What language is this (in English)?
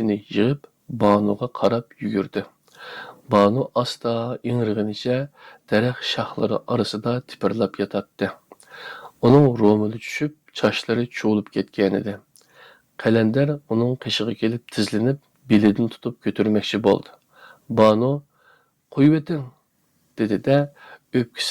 Uyghur